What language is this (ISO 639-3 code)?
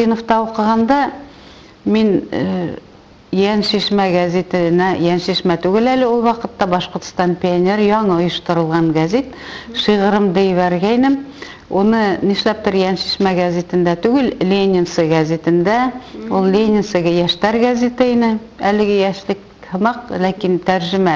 bak